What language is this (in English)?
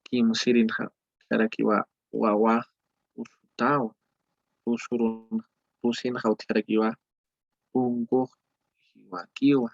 Aymara